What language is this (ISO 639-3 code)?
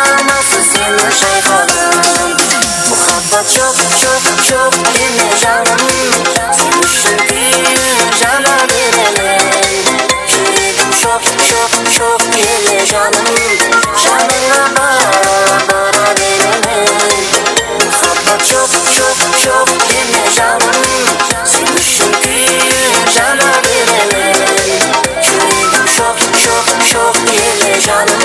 kaa